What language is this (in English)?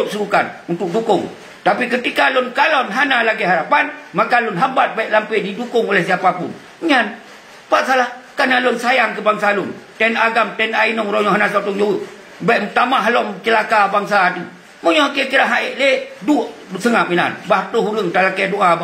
Achinese